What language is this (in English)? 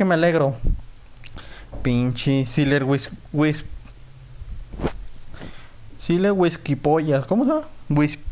Spanish